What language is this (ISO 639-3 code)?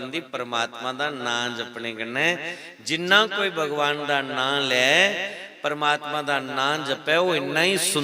doi